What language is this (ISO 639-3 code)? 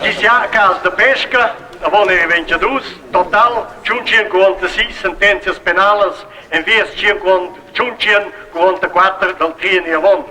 roh